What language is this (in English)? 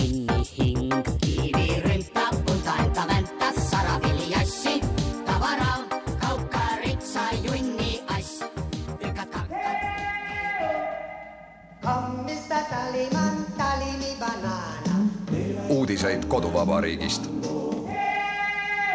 Estonian